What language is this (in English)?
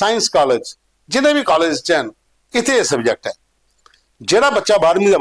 Dogri